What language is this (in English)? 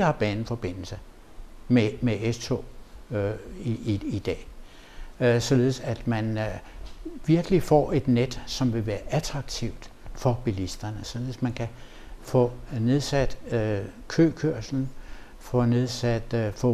Danish